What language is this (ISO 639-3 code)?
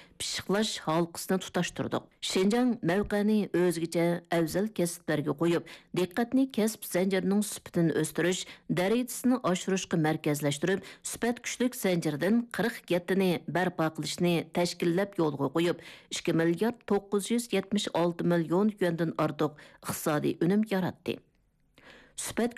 uig